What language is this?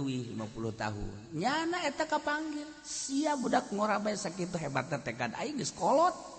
Sundanese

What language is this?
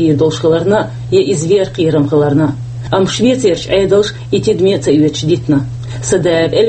Chechen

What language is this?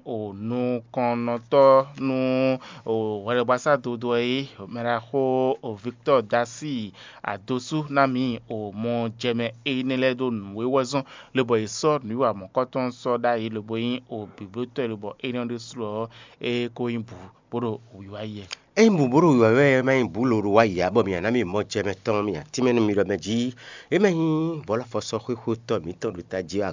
Fon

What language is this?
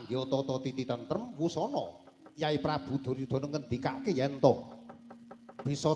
Javanese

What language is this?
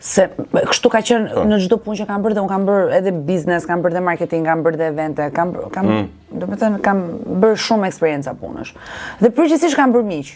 Albanian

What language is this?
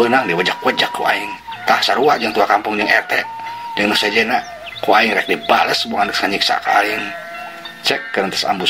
Sundanese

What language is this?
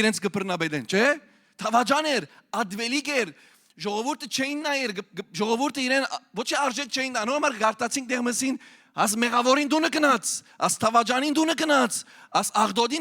Western Armenian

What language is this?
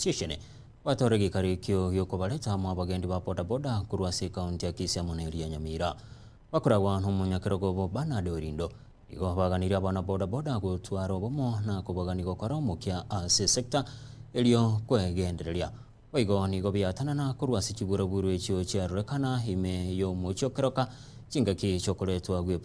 Gusii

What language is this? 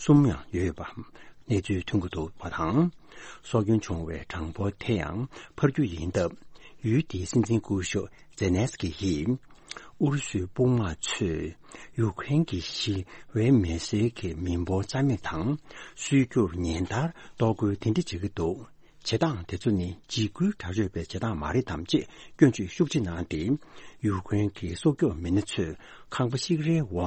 Tibetan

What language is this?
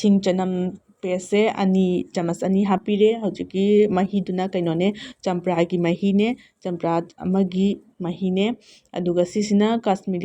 Manipuri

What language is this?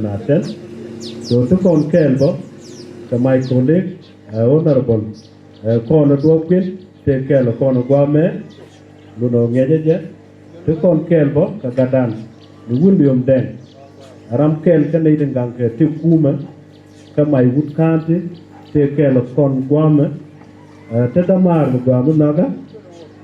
Nuer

